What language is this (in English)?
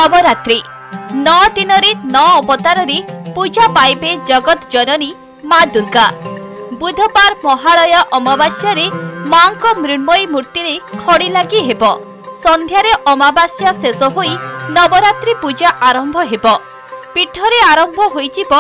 Odia